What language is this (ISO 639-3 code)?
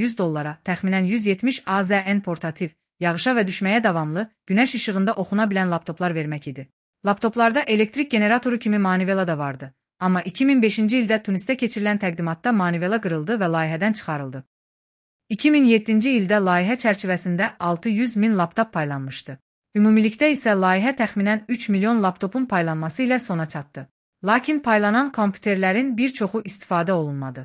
aze